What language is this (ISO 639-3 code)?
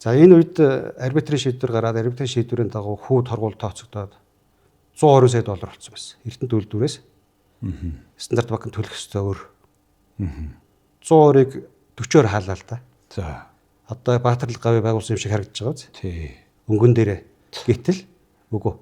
mon